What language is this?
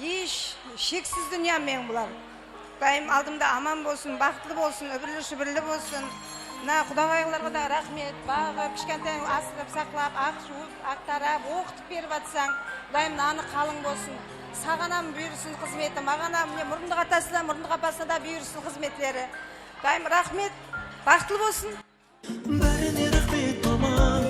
Kara-Kalpak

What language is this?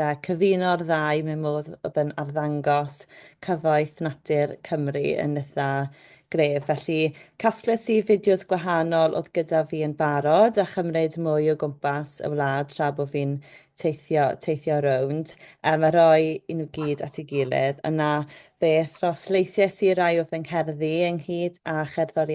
Welsh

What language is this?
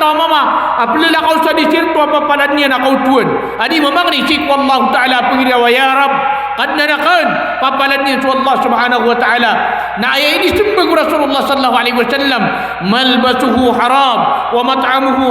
Maranao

